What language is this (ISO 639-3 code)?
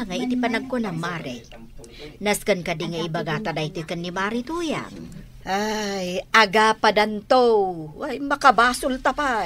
ilo